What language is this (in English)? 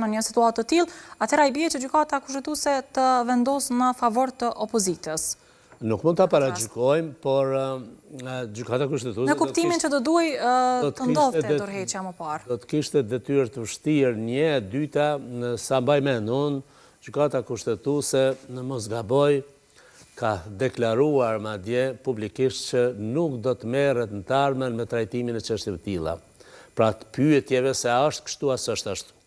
Albanian